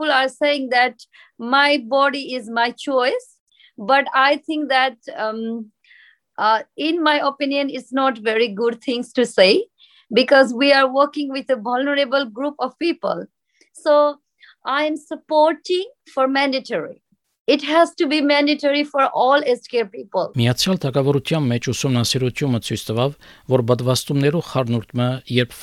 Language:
Armenian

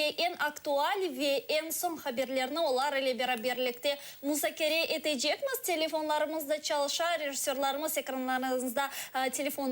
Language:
Crimean Tatar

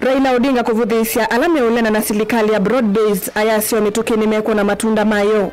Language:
Kamba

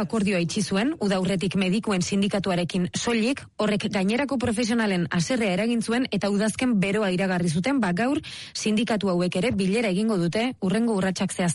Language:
Basque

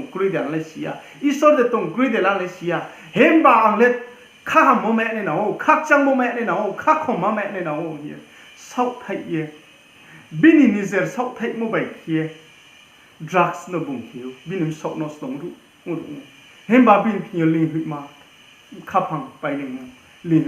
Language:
Riang (India)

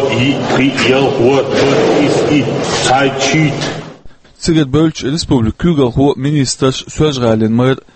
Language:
Chechen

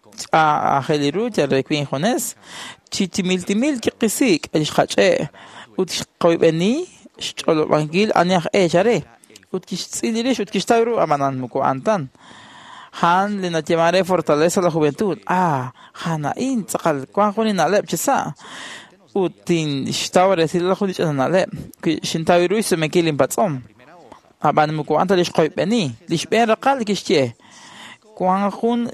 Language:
Kekchí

